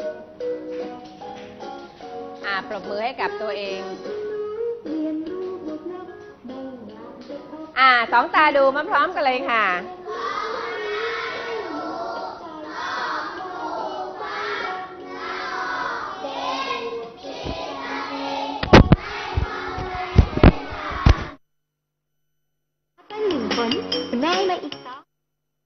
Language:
Thai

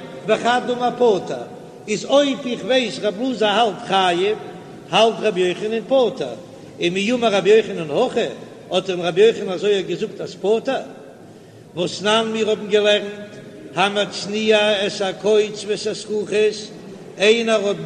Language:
Yiddish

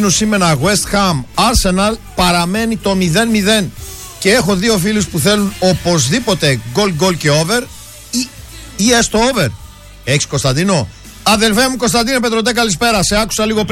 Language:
Greek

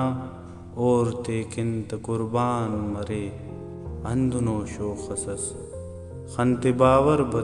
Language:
Brahui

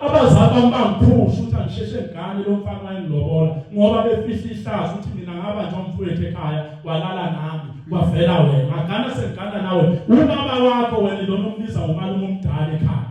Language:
Zulu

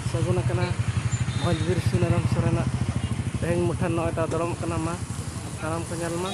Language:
Santali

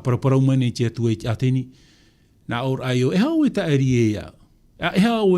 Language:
Tahitian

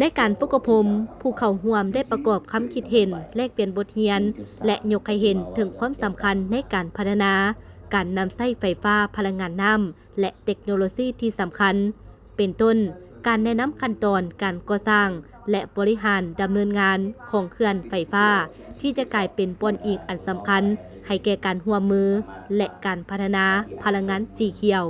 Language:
Lao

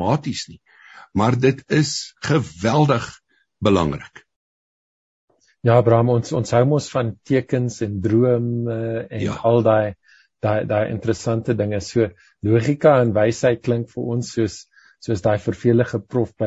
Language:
Afrikaans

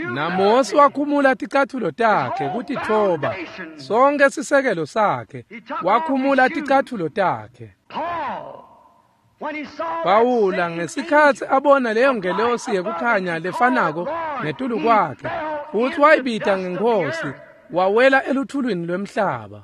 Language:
Swati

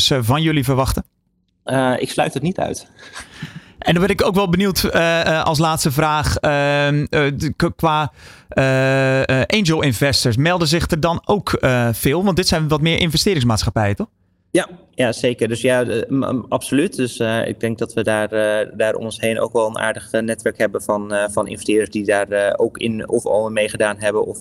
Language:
Dutch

